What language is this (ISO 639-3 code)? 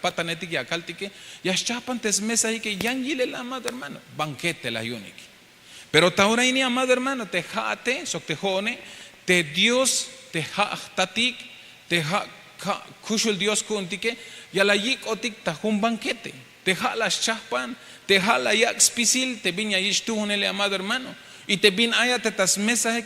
tzh